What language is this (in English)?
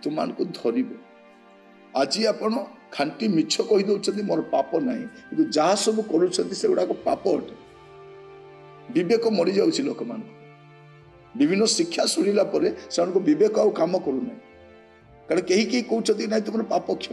Odia